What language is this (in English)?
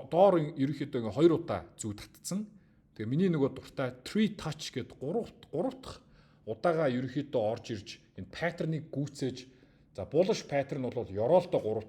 Mongolian